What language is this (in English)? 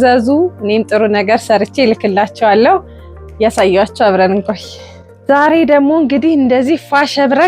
Amharic